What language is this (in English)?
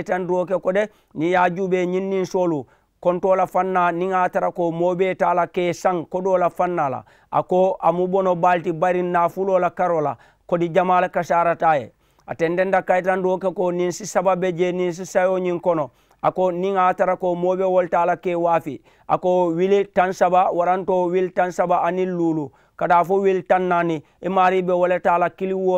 Mandingo